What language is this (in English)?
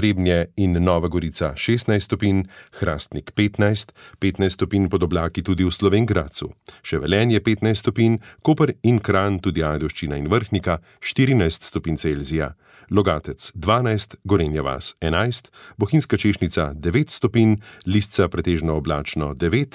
Slovenian